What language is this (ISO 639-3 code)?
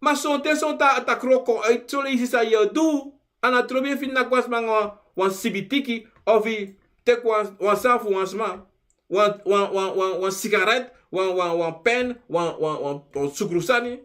srn